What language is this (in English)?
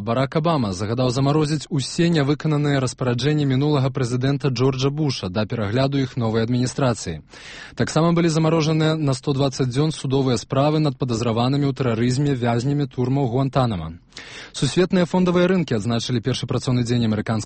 Belarusian